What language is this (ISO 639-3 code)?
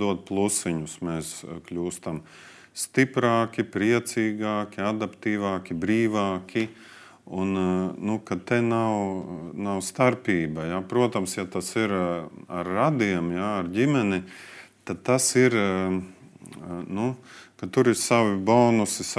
lav